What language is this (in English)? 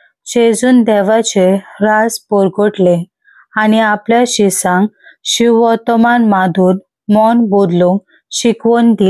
Konkani